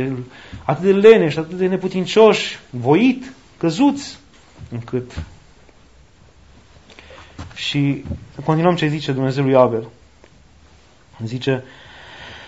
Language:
Romanian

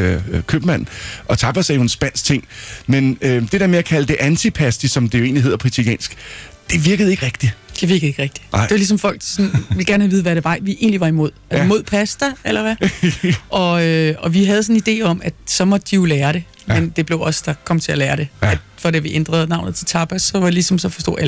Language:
Danish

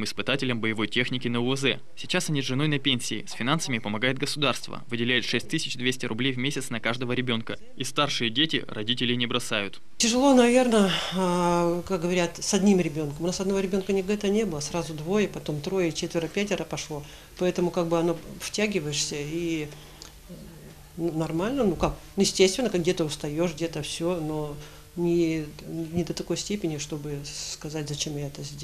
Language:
Russian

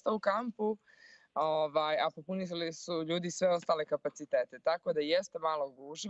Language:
Bosnian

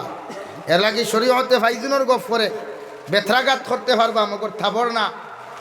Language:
Sylheti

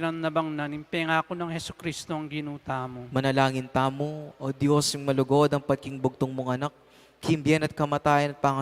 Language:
Pampanga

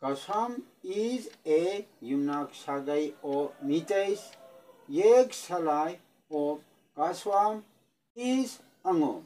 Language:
Manipuri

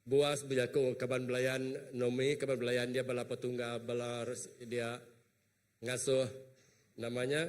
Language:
Iban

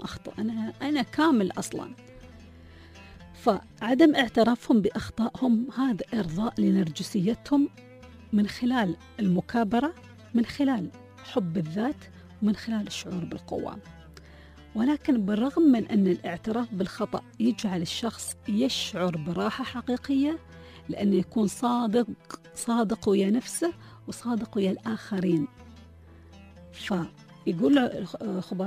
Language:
Gulf Arabic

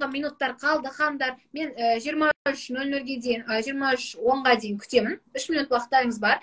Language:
Kazakh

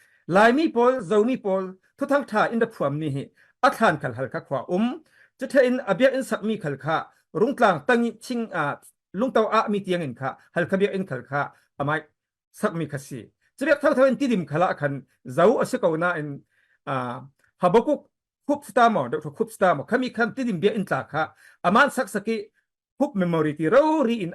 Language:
Falam Chin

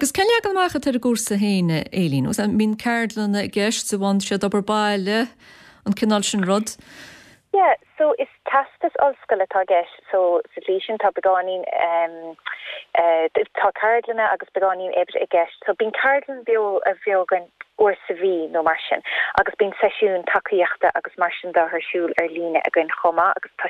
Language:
Irish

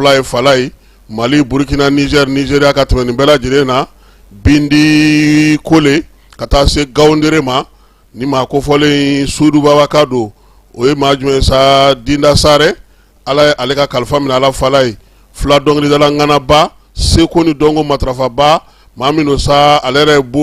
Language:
Bambara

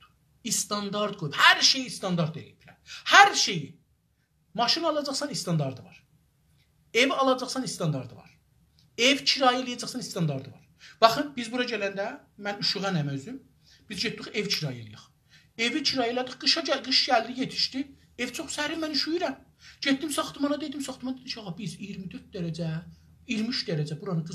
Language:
South Azerbaijani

